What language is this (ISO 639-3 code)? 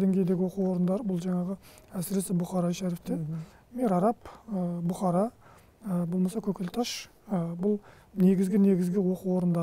kaz